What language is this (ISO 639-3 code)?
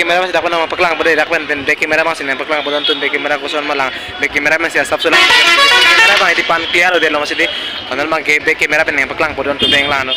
mjw